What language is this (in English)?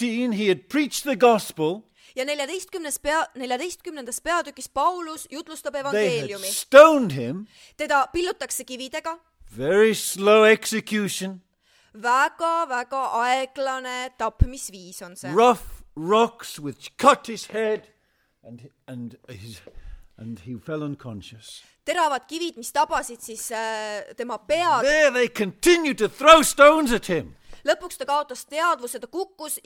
Estonian